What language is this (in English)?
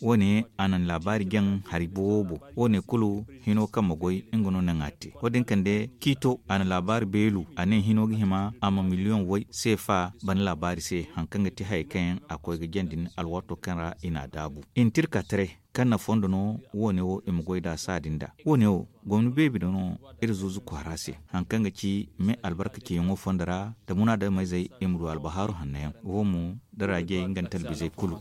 Zarma